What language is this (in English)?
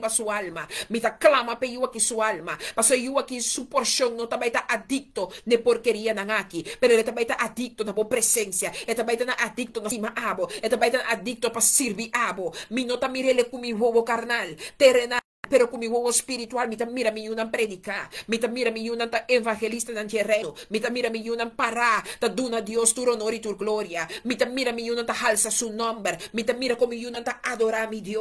Papiamento